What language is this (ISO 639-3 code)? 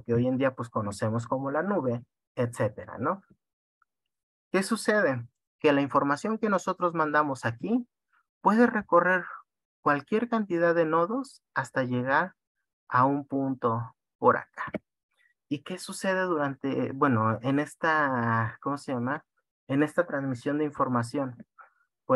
spa